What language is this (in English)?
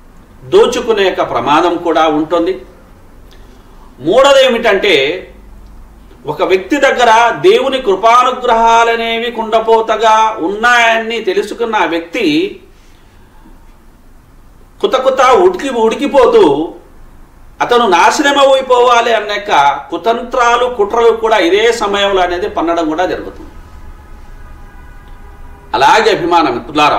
Telugu